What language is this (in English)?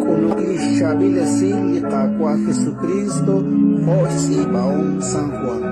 Kekchí